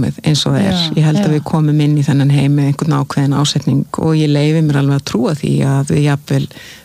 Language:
Icelandic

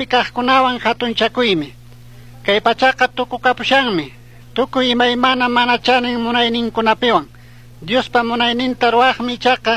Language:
Chimborazo Highland Quichua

